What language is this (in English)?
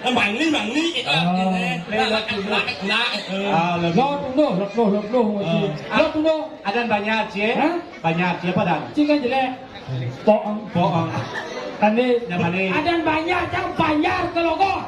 Balinese